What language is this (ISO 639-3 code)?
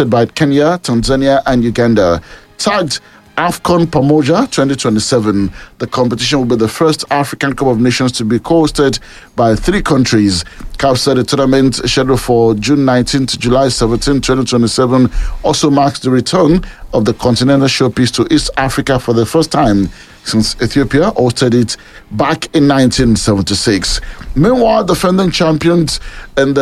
eng